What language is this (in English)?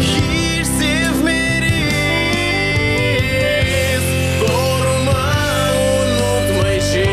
Gagauz